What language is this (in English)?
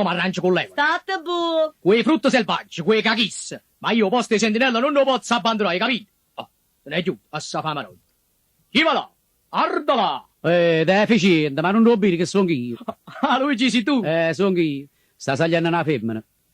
Neapolitan